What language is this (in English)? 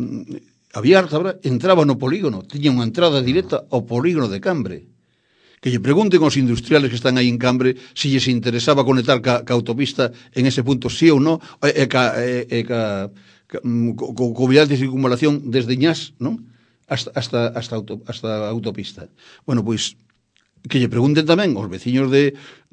Galician